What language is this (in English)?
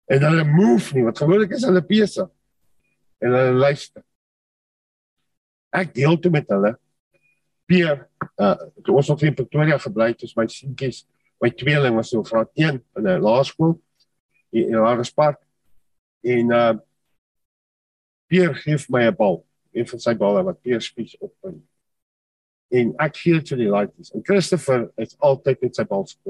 Afrikaans